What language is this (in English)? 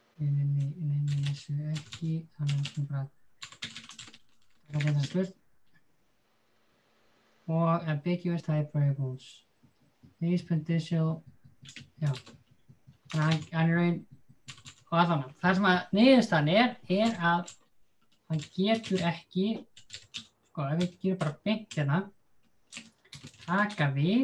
Icelandic